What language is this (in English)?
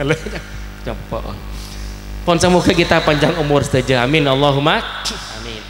Madurese